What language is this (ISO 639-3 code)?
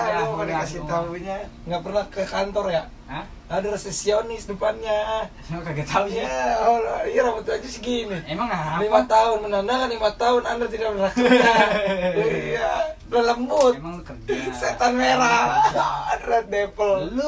bew